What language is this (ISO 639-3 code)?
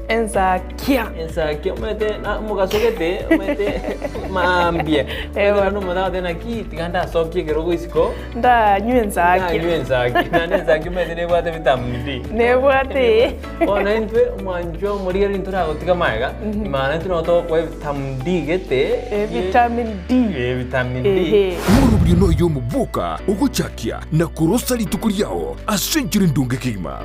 guz